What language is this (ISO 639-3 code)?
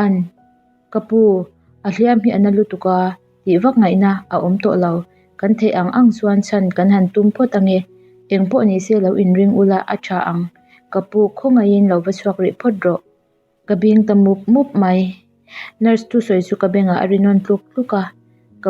lus